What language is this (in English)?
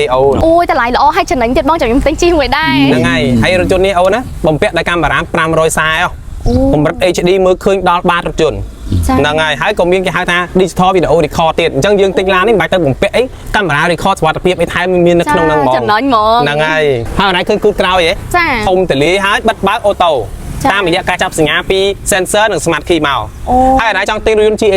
Khmer